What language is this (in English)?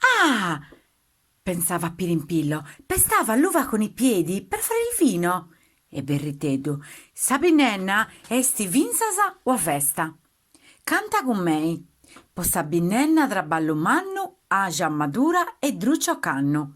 Sardinian